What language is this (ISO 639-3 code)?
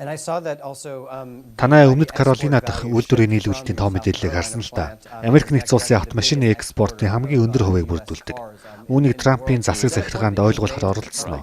mon